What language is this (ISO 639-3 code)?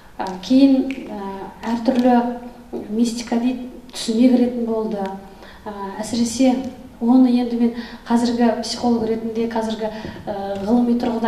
kaz